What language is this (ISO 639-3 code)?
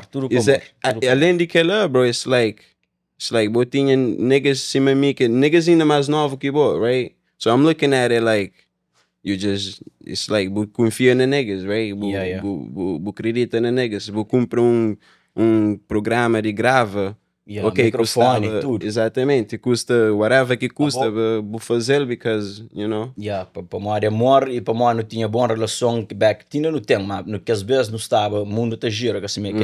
kea